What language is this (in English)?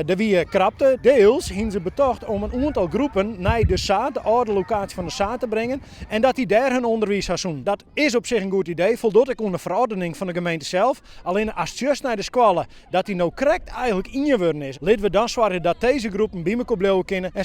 Western Frisian